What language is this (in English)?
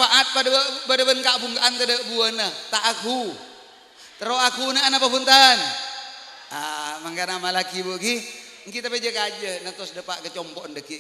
Madurese